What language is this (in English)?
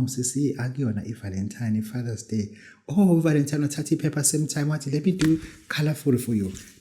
Zulu